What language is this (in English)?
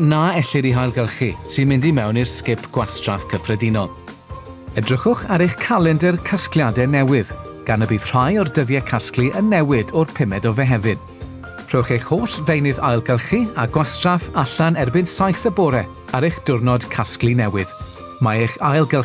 Welsh